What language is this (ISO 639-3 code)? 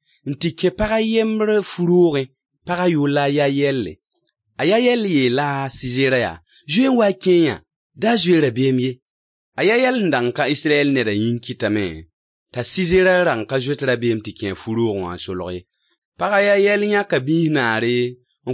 mos